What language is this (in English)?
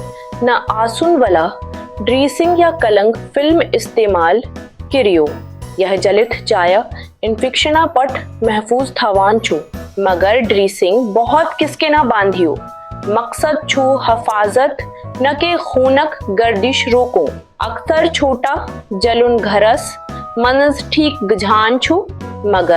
Kashmiri